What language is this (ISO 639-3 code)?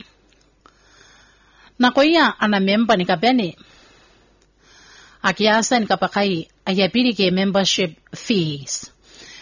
gil